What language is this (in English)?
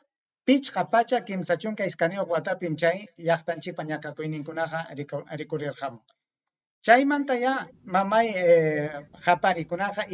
Ayacucho Quechua